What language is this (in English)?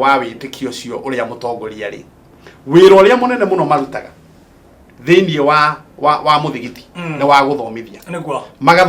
Kikuyu